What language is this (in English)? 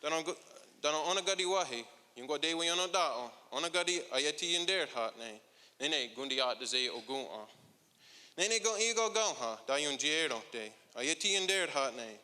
Mohawk